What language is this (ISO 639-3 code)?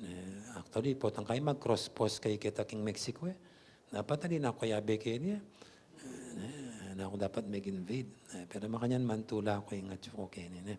pam